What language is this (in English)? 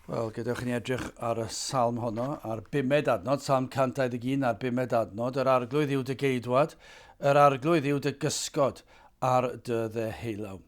Welsh